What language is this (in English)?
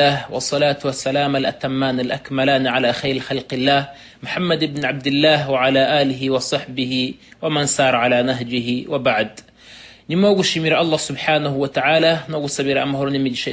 Kinyarwanda